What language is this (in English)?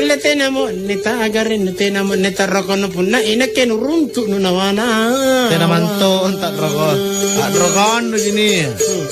Makasar